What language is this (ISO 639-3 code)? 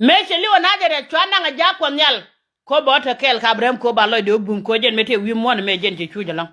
nus